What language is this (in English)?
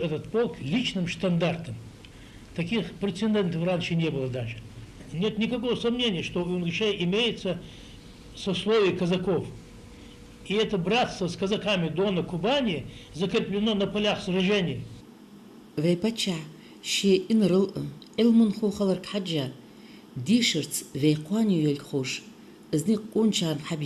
Ingush